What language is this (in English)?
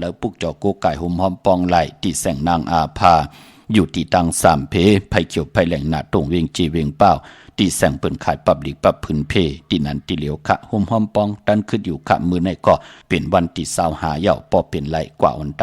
Shan